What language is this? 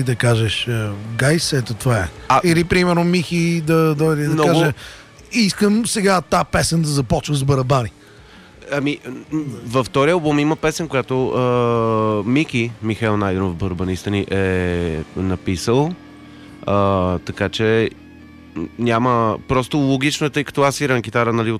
Bulgarian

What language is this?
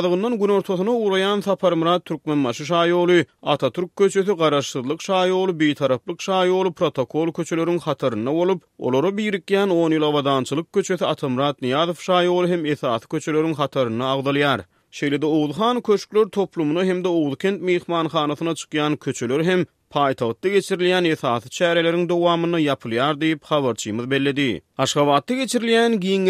Turkmen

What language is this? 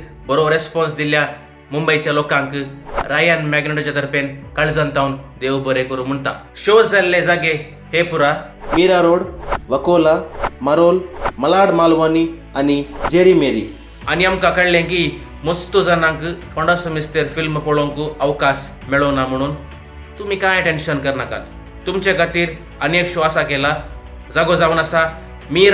Konkani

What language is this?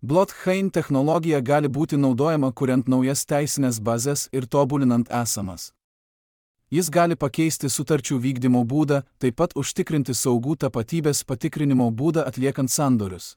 Lithuanian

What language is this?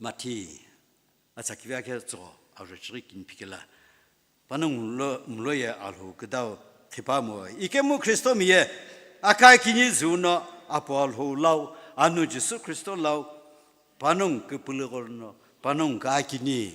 Sumi Naga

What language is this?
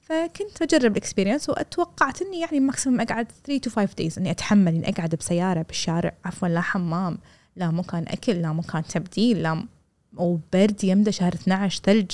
Gulf Arabic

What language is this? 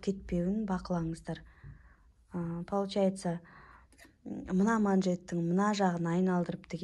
Kazakh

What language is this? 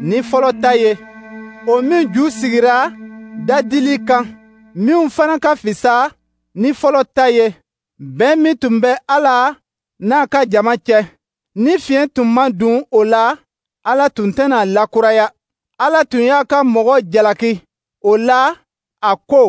Dyula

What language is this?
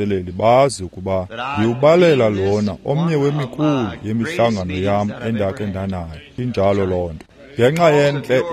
Xhosa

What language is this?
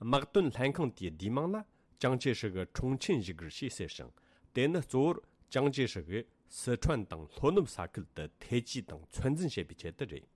Tibetan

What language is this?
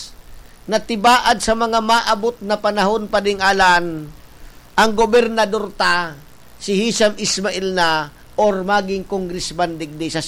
Bikol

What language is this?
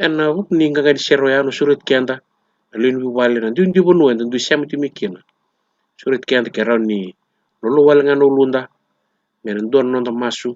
Fijian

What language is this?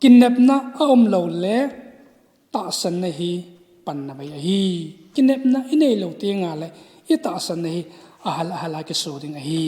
Thado Chin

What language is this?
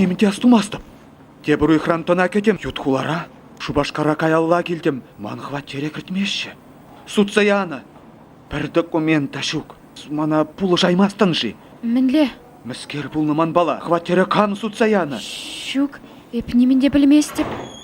Chuvash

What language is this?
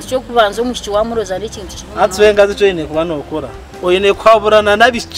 Nyankole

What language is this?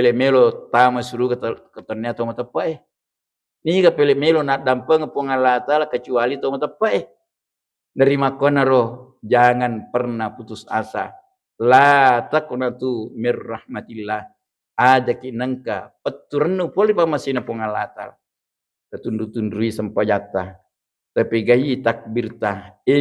Buginese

